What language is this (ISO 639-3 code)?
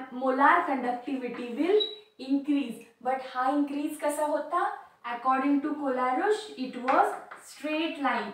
mar